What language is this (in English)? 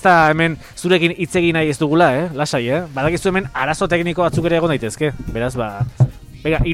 Basque